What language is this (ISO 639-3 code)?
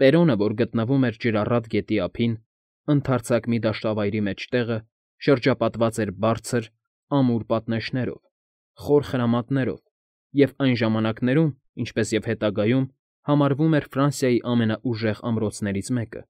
hye